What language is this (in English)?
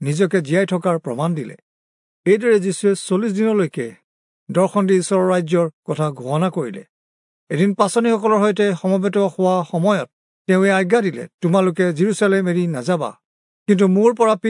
Assamese